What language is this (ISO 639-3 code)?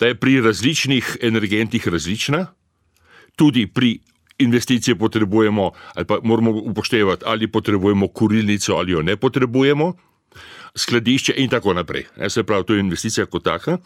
slv